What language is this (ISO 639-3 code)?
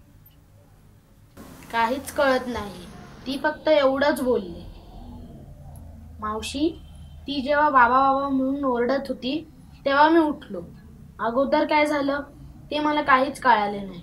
mar